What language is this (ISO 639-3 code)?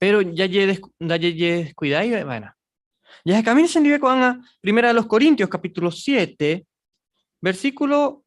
grn